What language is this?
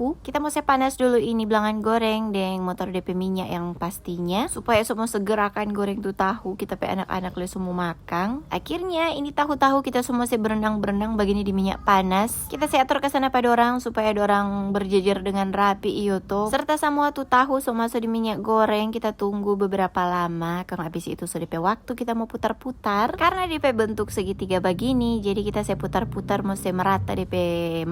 Manado Malay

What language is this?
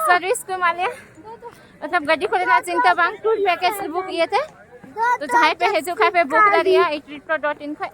Santali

